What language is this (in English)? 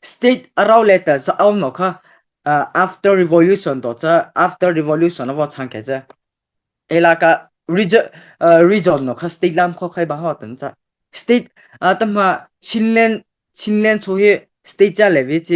Mara Chin